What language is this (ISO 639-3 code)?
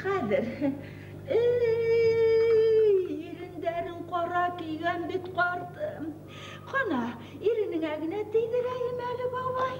bak